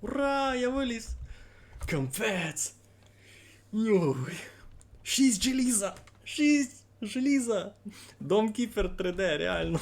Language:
Rusyn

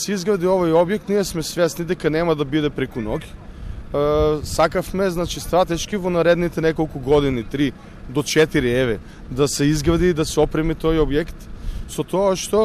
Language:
Macedonian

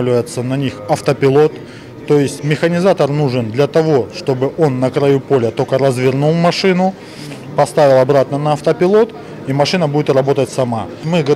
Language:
Russian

